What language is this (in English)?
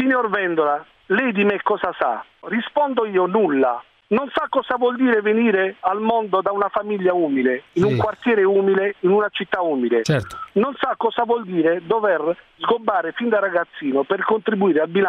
Italian